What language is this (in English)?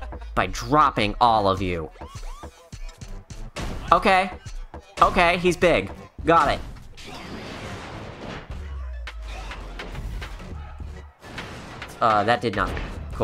English